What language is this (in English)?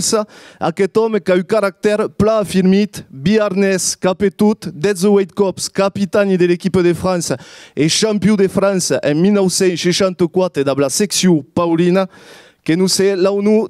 Occitan